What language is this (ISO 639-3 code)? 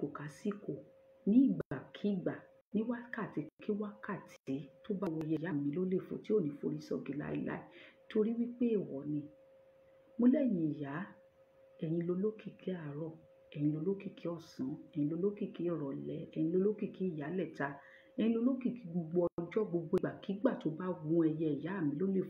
yor